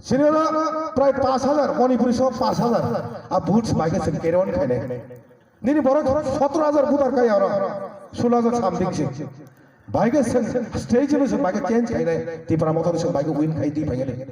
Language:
Kok Borok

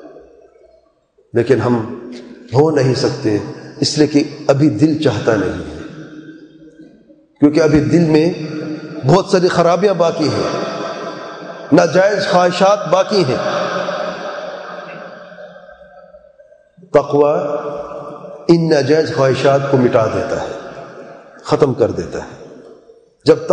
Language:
Urdu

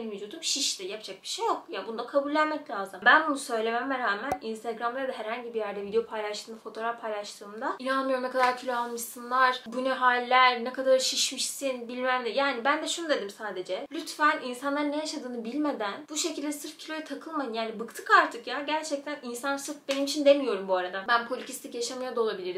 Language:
Turkish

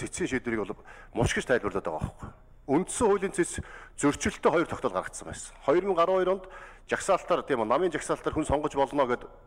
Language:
Mongolian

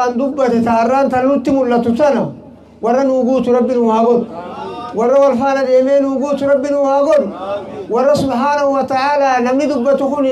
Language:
Oromo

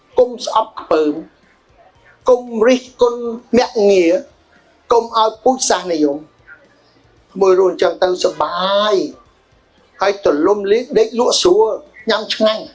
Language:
Khmer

